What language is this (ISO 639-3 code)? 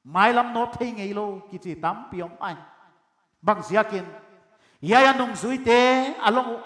pck